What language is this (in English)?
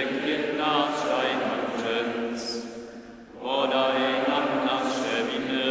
Upper Sorbian